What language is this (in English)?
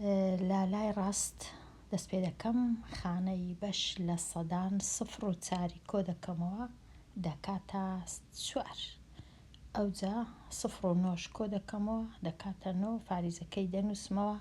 Central Kurdish